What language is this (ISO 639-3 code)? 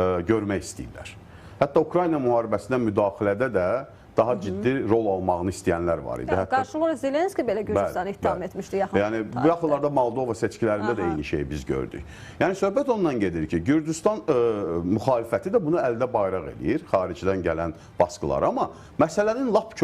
aze